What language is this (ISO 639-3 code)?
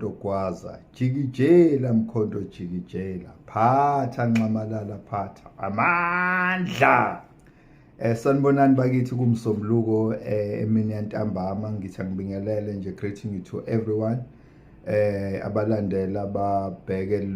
zul